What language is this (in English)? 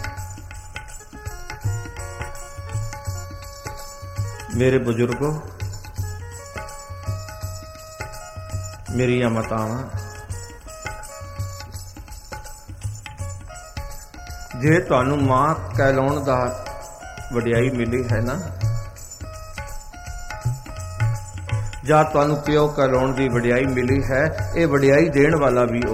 Punjabi